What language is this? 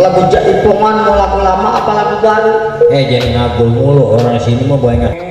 Betawi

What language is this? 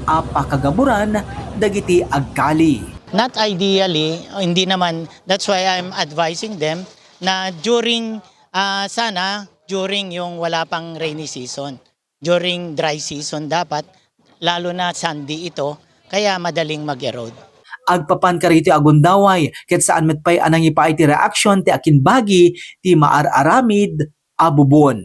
Iloko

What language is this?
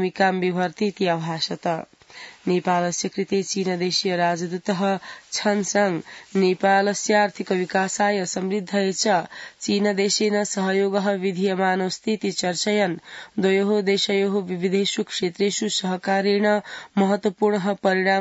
Sanskrit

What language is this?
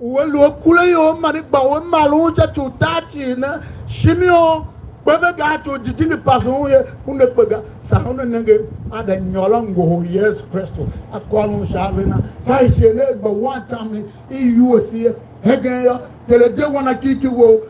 Tiv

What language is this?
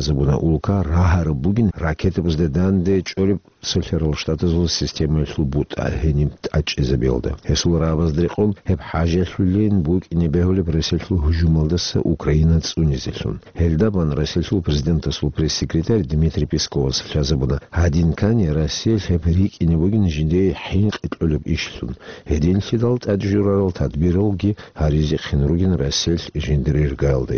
Avaric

